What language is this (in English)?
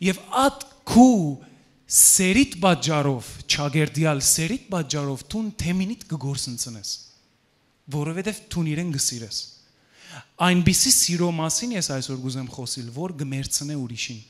Western Armenian